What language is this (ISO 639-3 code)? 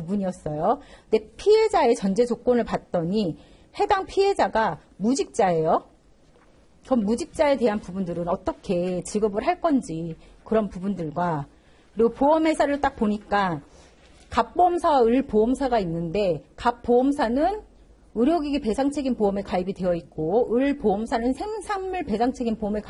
kor